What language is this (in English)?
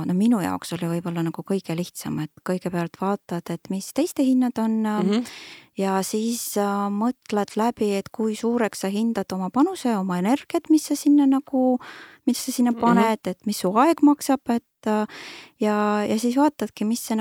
Estonian